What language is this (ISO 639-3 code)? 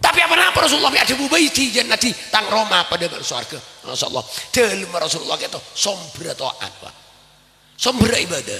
mad